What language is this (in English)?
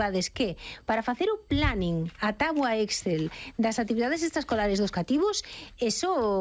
Galician